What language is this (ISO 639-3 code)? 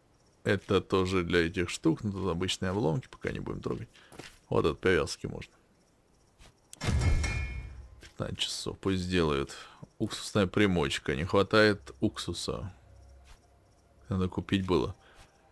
rus